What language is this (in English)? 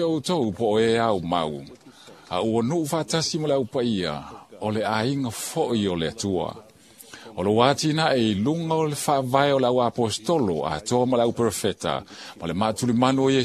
Samoan